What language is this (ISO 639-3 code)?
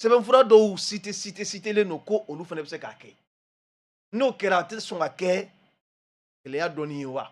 bam